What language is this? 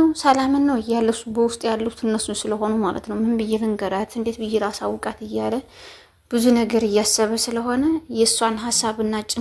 Amharic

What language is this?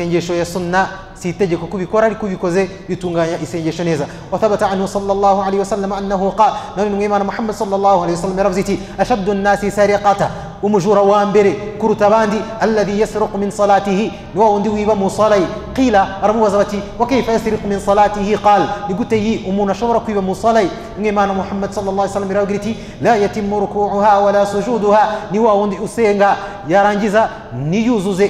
Kinyarwanda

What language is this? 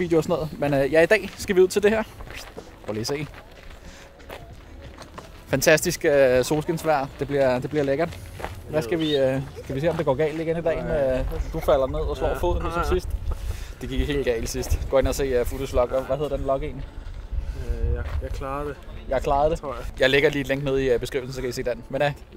Danish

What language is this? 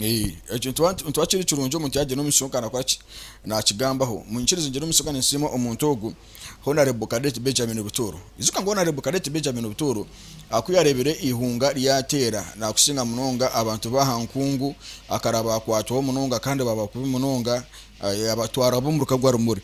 Nyankole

